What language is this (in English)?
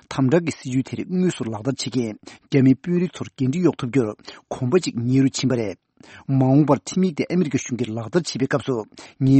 Tibetan